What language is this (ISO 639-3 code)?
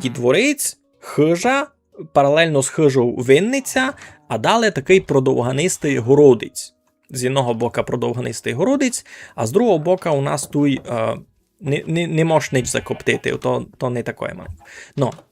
rue